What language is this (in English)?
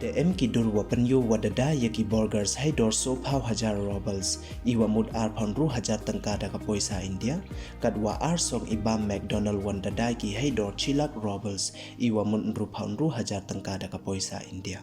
Pnar